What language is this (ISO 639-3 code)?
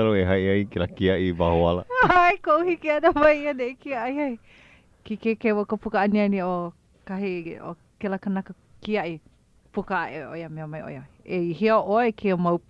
haw